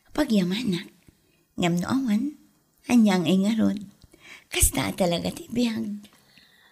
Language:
Iloko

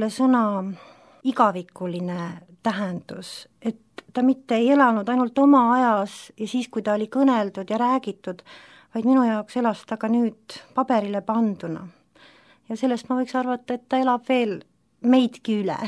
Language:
Estonian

